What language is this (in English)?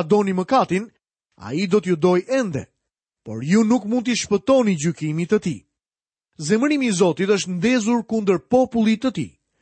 Albanian